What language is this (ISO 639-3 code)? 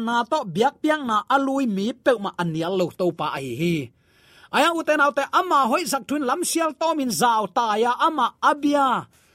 ctd